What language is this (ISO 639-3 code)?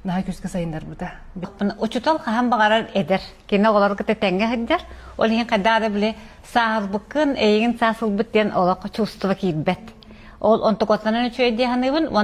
sah